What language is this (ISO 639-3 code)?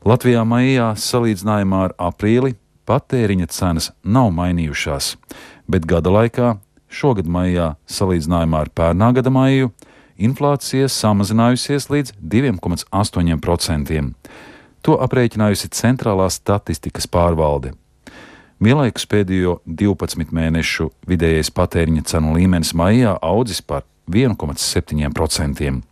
lav